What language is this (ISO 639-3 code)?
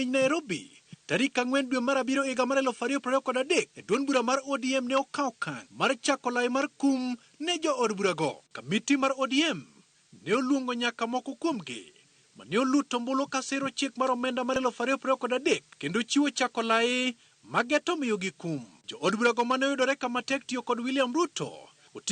luo